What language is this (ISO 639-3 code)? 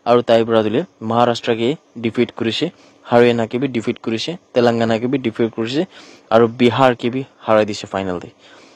nag